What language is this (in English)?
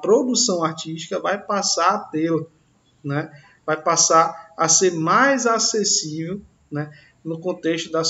Portuguese